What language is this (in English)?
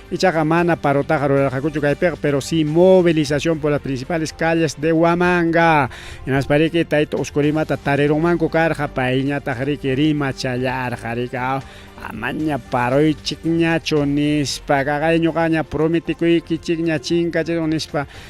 Ayacucho Quechua